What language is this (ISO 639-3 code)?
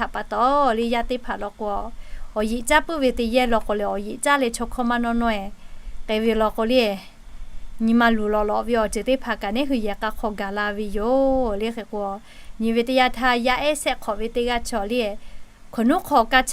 lhu